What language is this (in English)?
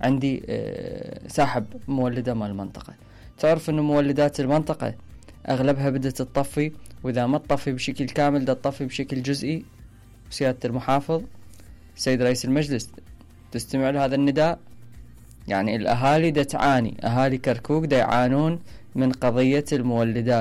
Mesopotamian Arabic